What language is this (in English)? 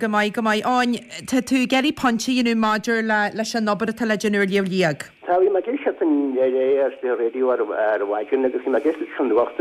Irish